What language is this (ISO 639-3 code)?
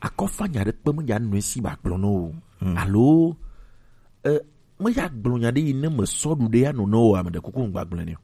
gej